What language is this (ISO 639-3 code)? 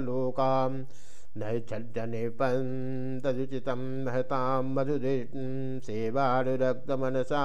san